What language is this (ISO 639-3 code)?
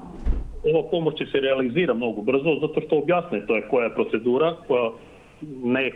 mkd